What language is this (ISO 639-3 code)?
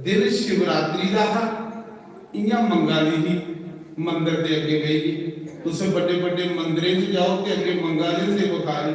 doi